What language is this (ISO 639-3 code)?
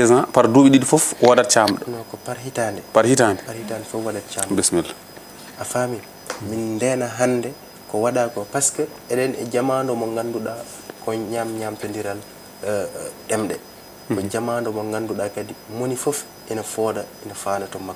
ful